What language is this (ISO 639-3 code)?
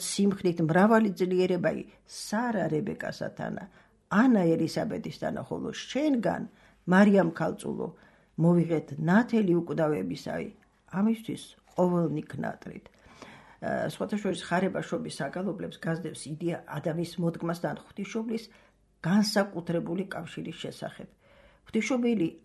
kat